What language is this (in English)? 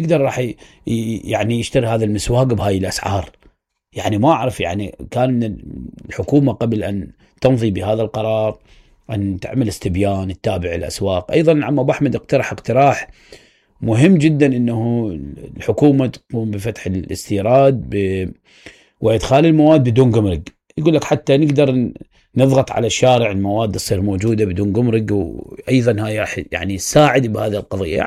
Mesopotamian Arabic